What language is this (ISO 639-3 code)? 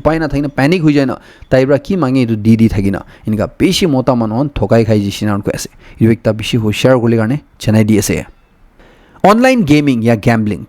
nag